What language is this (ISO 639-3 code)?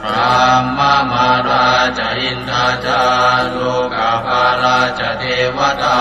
pli